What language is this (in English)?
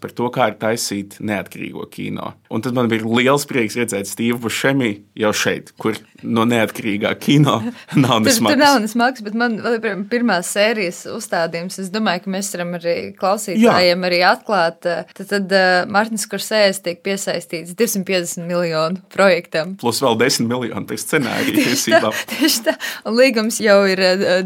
Latvian